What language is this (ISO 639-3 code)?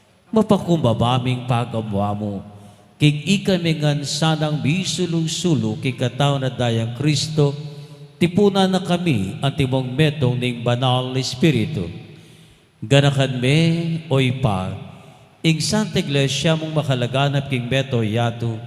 pam